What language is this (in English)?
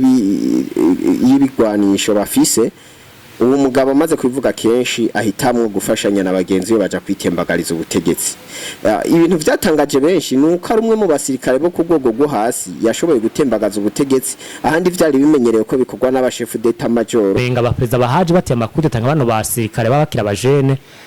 Rundi